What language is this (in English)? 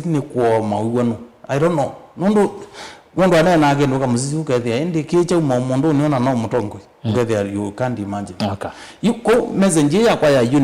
Kamba